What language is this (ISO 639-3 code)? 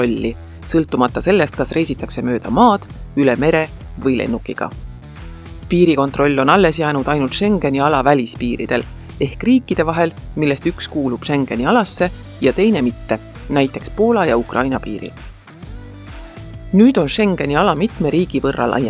est